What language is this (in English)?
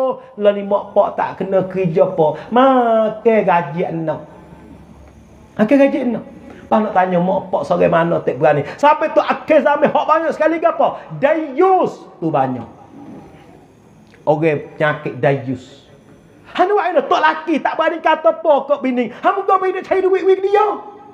Malay